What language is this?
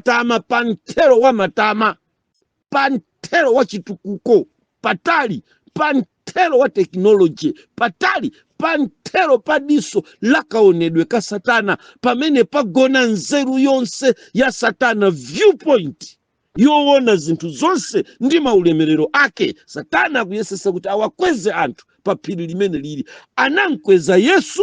Nyanja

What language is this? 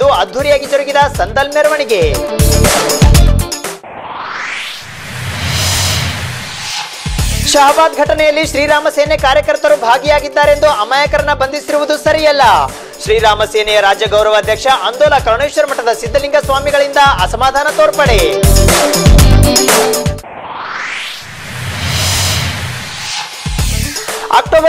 Kannada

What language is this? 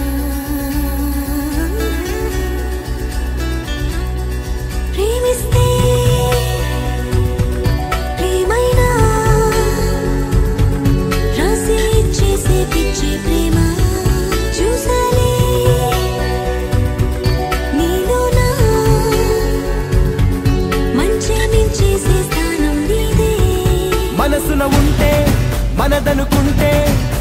Telugu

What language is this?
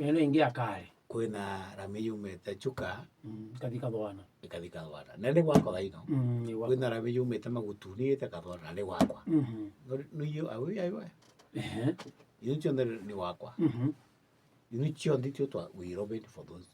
Meru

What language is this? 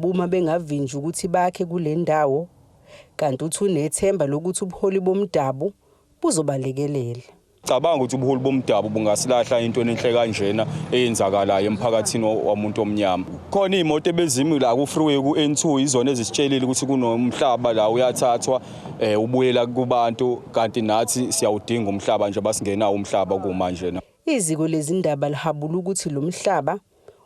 Zulu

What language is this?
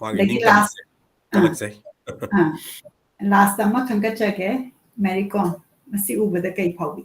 Manipuri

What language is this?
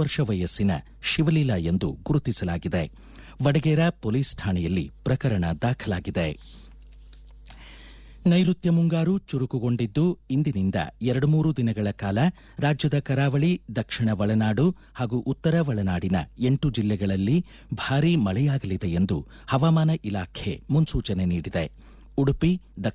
Kannada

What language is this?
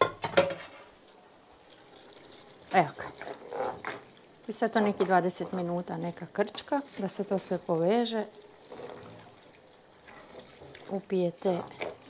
Croatian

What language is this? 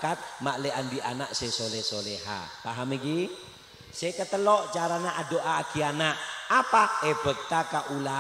Madurese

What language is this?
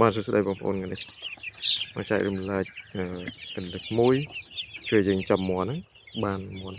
Khmer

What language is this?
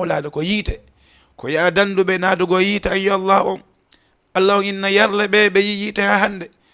Fula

